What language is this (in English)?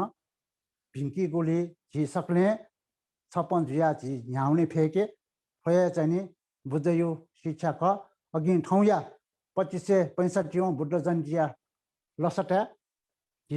Newari